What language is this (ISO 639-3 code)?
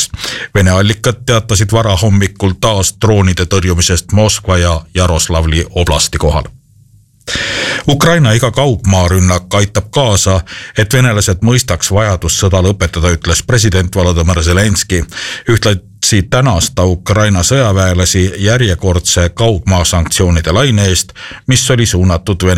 est